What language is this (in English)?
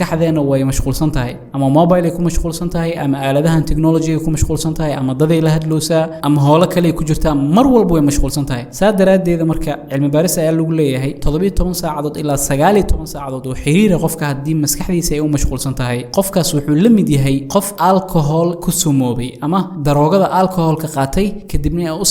Somali